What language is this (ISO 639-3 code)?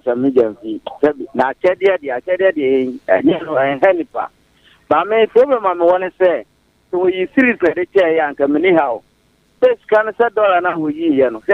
aka